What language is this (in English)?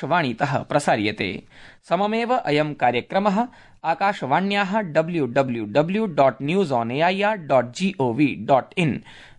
Sanskrit